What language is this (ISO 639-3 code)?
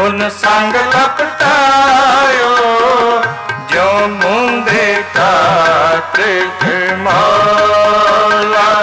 pan